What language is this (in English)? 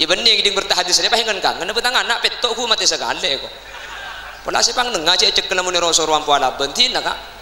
Madurese